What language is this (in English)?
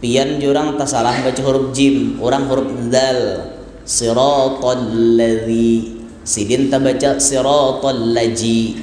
Banjar